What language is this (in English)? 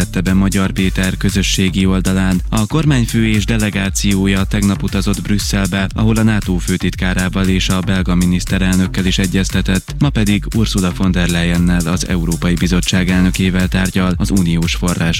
Hungarian